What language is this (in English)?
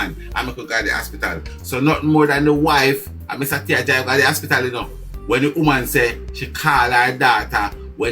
Jamaican Creole English